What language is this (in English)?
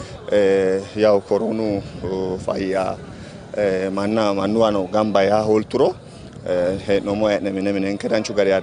Sidamo